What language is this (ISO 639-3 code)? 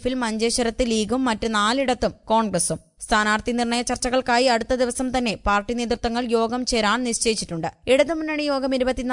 mal